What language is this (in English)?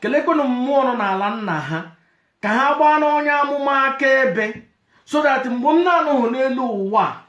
Igbo